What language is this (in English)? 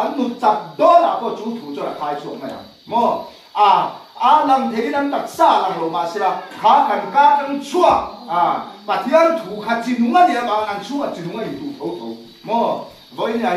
Vietnamese